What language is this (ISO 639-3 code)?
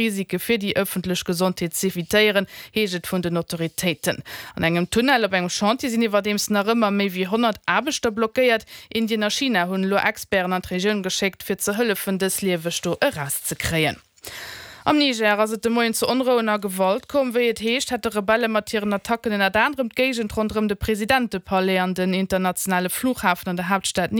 ltz